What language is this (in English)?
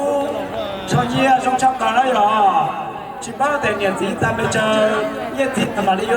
Hmong